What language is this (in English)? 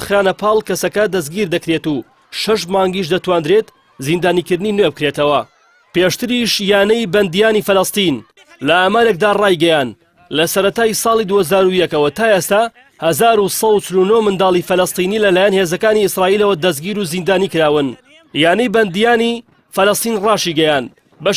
Central Kurdish